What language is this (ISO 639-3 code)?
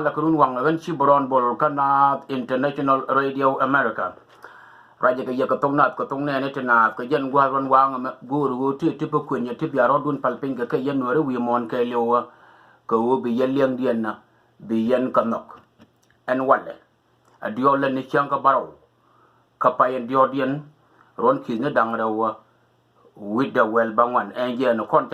nus